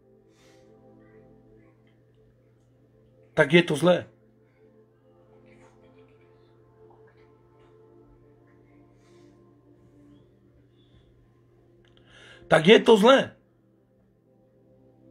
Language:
Slovak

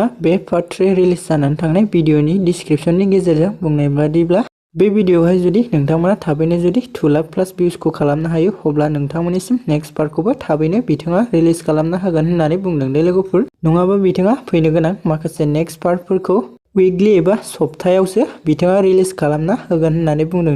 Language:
Bodo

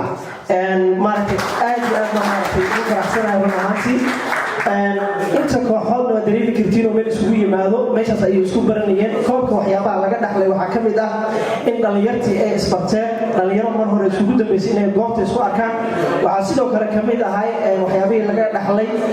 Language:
Somali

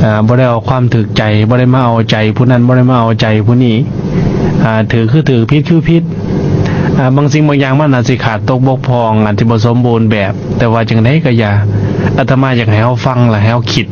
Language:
Lao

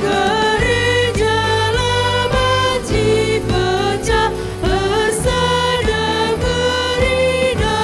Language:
Batak Karo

